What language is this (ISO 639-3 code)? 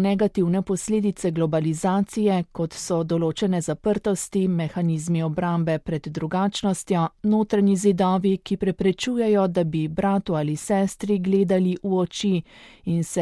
slv